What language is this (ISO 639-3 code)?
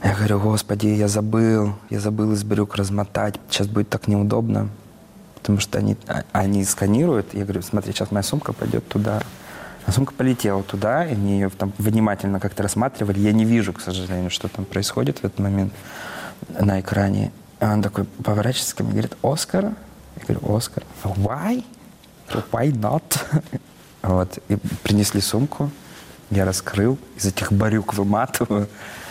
rus